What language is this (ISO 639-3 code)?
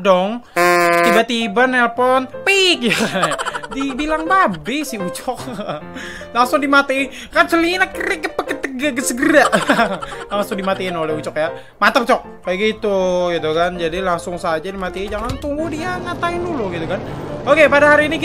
ind